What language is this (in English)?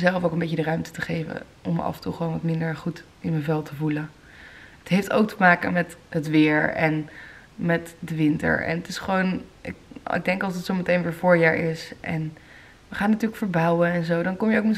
Dutch